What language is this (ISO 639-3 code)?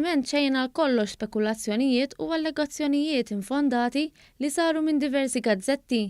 mlt